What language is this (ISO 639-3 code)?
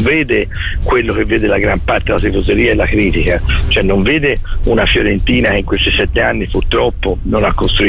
ita